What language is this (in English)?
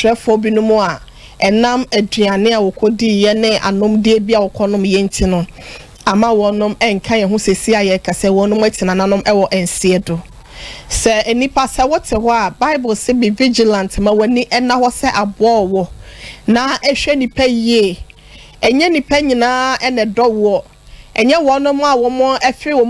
Akan